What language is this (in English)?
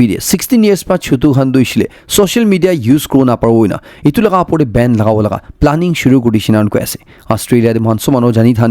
Naga Pidgin